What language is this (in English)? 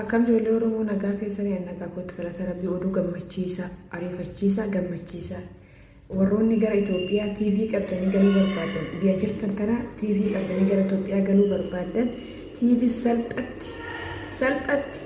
Oromo